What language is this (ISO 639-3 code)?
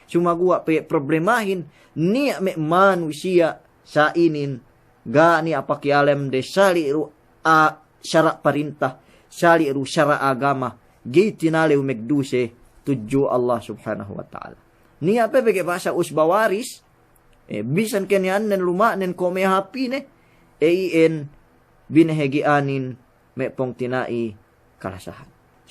yka